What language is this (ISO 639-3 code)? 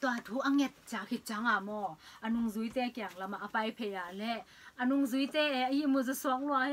ctd